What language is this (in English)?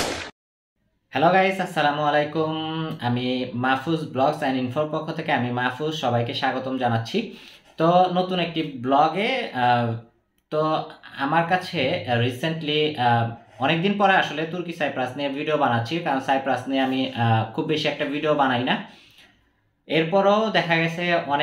Bangla